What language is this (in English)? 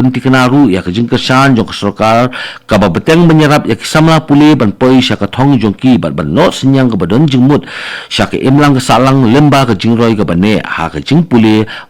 Khasi